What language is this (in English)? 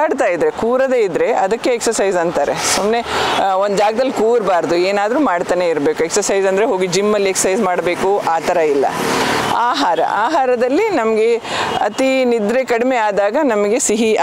Kannada